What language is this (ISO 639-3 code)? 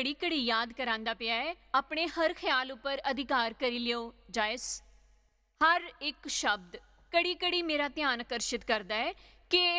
doi